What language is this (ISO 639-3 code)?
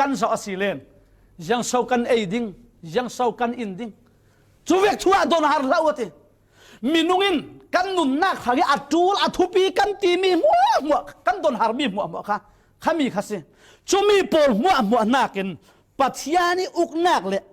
cfm